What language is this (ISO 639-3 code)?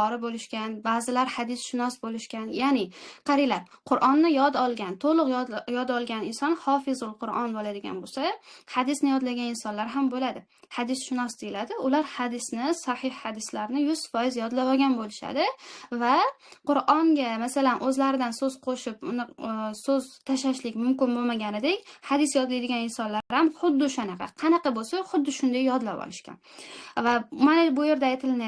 uzb